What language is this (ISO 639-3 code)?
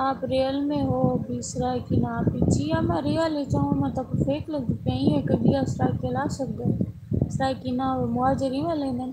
skr